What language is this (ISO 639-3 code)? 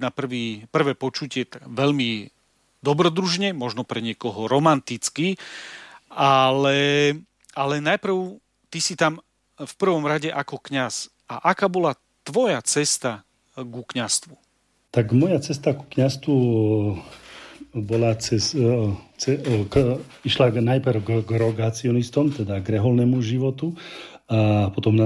slk